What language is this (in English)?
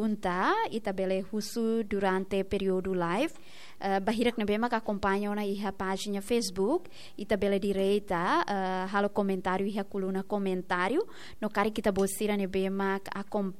Tetum